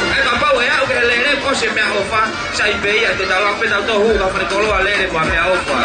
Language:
Tongan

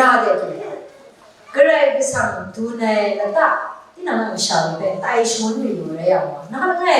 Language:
Kachin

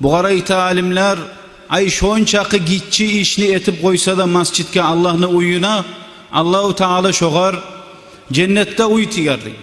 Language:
Kumyk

